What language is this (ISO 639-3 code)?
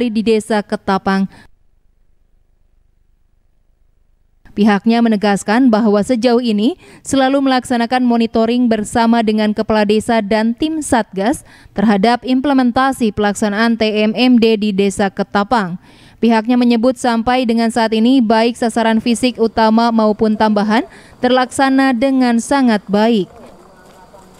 ind